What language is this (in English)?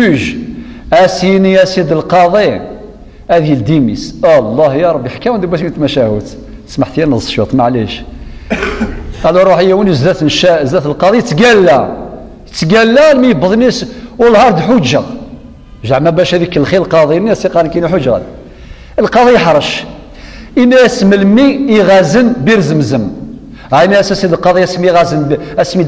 Kabyle